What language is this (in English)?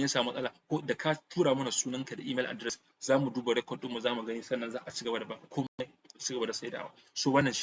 Hausa